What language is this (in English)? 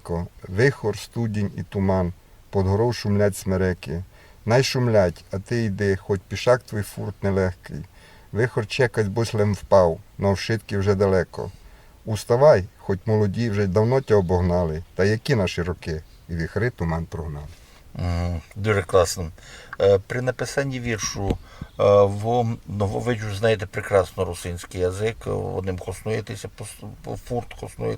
Rusyn